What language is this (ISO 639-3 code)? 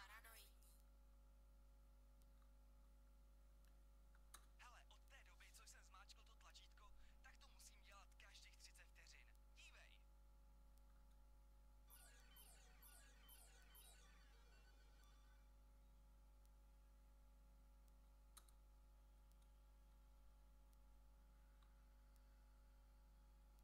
ces